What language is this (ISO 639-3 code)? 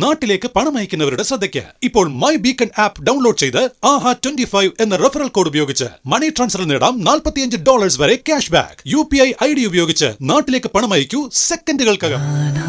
mal